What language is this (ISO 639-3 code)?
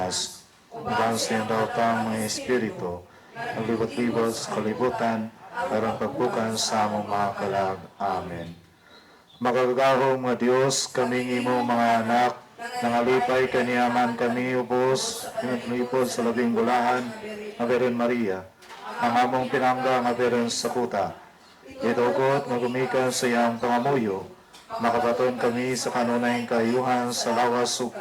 ceb